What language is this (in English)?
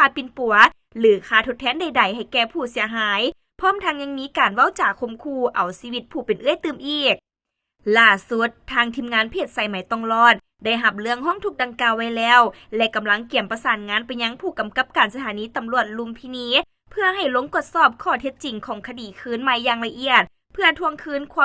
Lao